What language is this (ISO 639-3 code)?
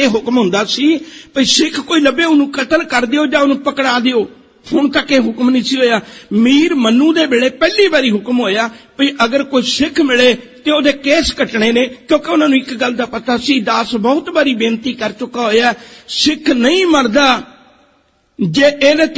pan